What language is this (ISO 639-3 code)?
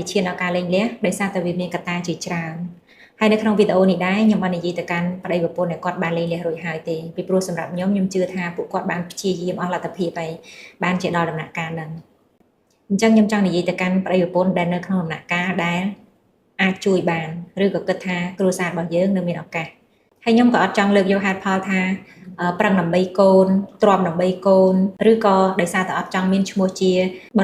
khm